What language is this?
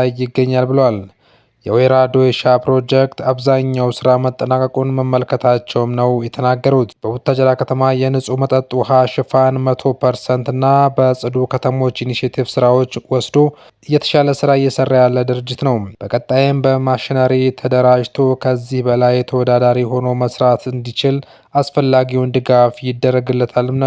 Amharic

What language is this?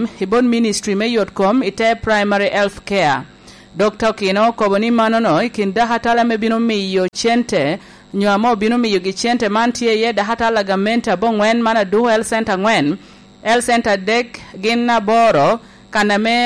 Lango (Uganda)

